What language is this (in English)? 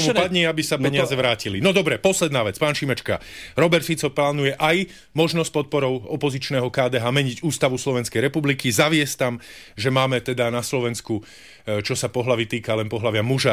Slovak